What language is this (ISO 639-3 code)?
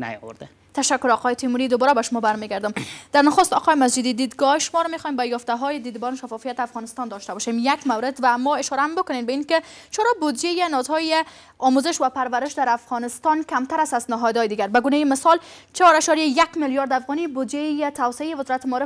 fas